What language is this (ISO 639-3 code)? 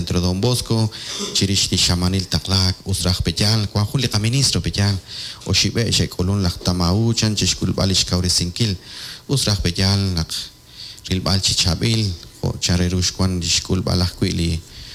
kek